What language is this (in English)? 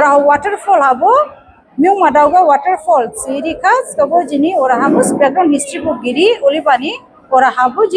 Dimasa